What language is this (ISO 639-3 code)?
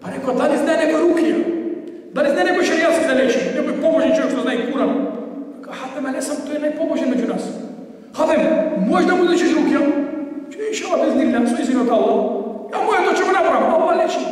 mkd